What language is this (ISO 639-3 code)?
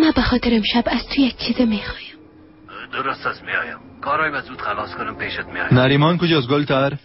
fas